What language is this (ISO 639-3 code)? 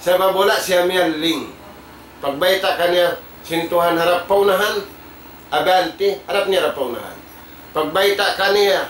tsg